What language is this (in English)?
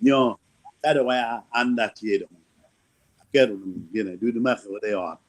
Acoli